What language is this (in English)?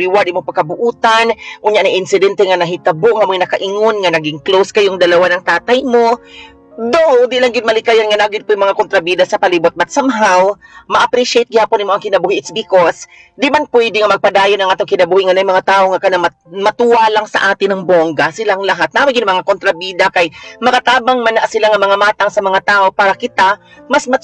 Cebuano